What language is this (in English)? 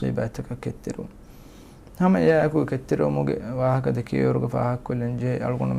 Divehi